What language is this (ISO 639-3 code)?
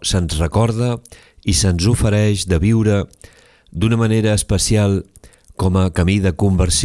cat